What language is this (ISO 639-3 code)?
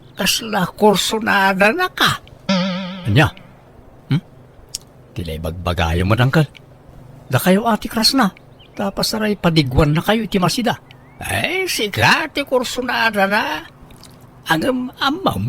ilo